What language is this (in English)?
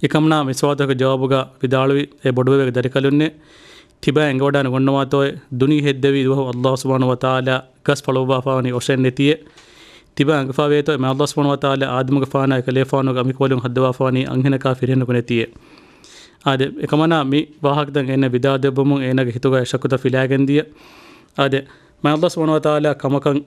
Divehi